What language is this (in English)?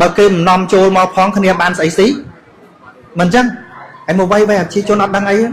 Khmer